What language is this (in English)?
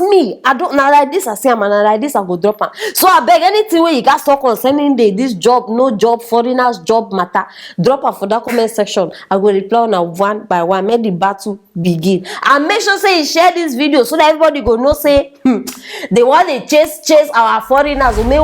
Nigerian Pidgin